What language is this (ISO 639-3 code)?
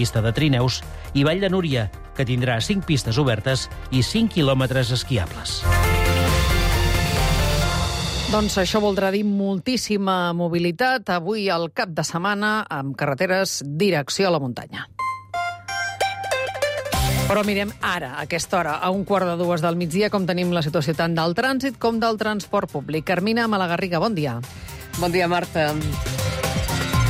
cat